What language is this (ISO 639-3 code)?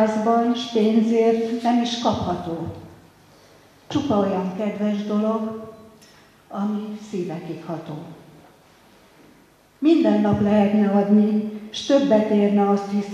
hun